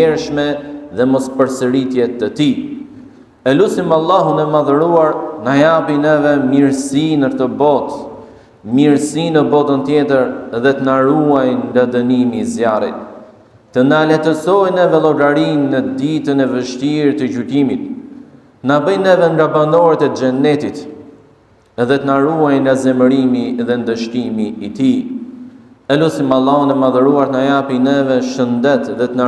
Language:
Albanian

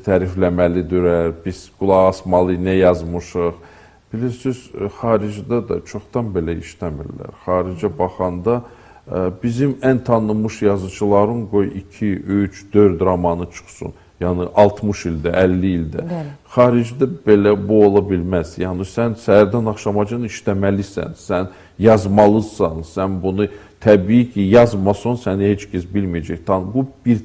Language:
Azerbaijani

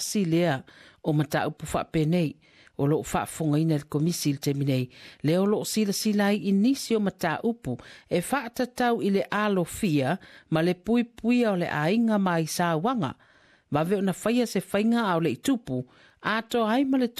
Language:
Samoan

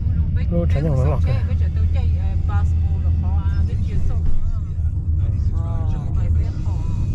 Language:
Vietnamese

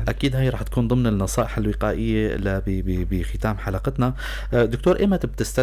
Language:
North Levantine Arabic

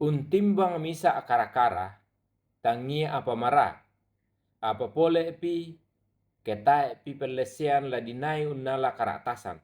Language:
Toraja-Sa'dan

